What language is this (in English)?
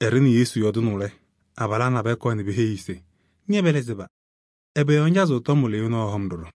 Kabiyè